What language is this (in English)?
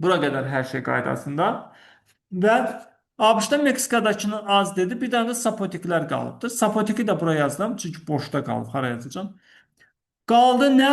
Azerbaijani